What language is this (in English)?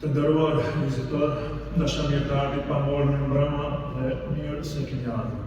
Albanian